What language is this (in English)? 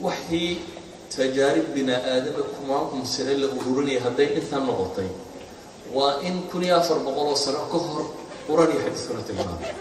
Somali